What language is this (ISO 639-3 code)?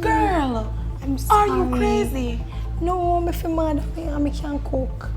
jam